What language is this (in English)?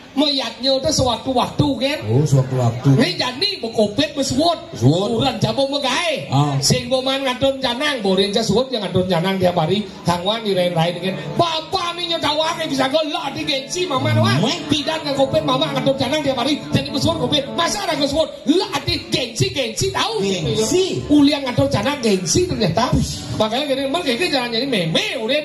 Balinese